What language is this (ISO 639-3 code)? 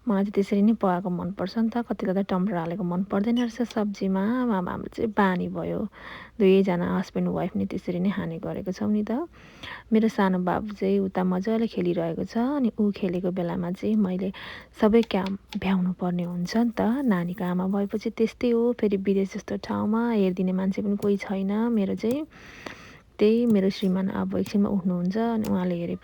nep